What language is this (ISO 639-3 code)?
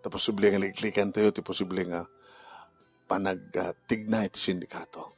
ilo